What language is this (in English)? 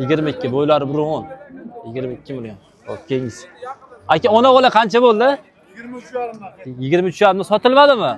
Uzbek